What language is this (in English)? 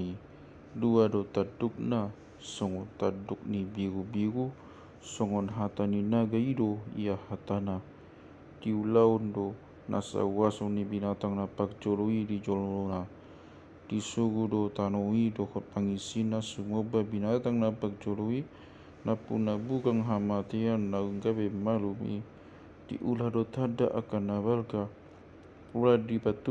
Batak Toba